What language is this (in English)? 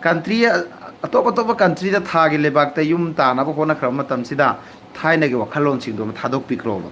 Manipuri